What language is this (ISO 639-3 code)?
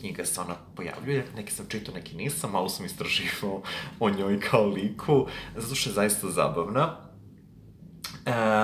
srp